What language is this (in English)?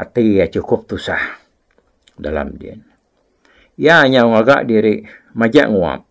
Iban